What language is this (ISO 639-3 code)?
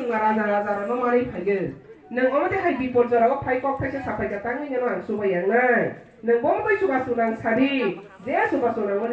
trp